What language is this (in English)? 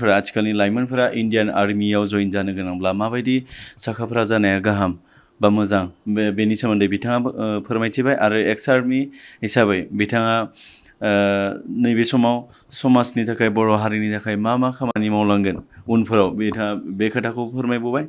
Bodo